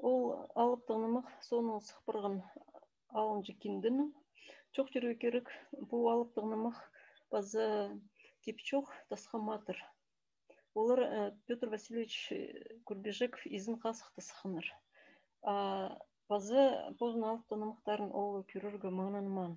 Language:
Khakas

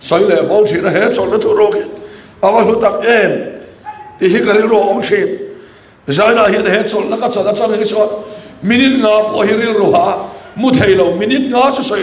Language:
Mizo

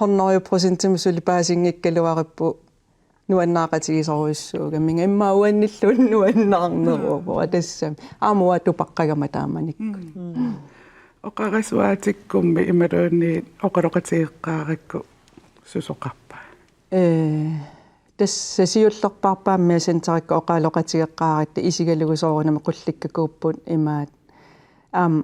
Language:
Kalaallisut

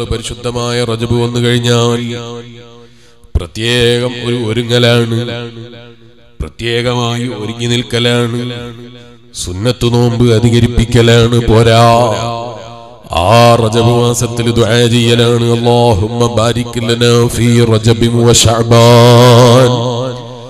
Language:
Malayalam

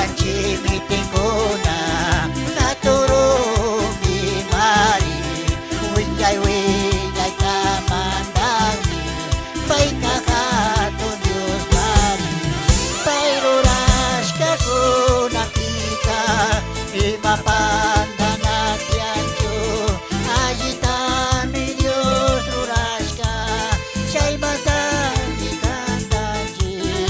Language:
Chimborazo Highland Quichua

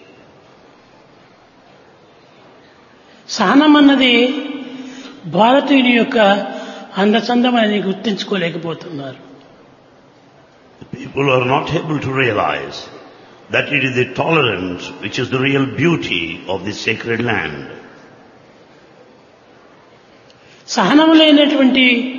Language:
Telugu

